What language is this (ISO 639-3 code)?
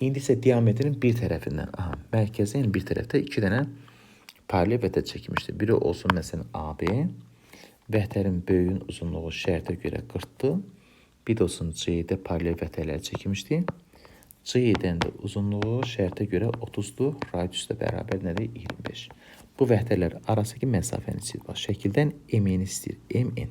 aze